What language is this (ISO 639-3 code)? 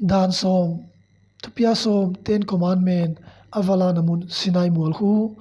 ctd